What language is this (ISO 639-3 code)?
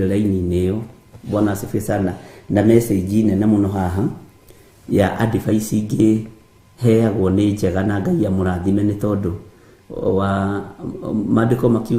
kik